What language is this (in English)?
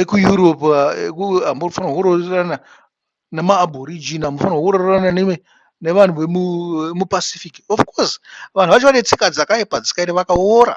Shona